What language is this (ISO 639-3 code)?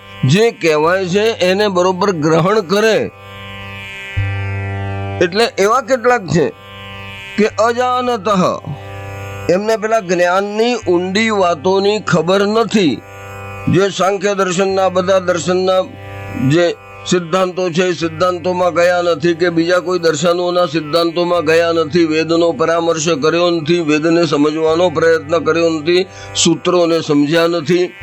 guj